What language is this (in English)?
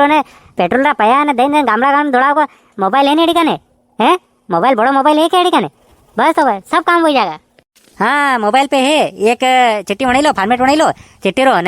Rajasthani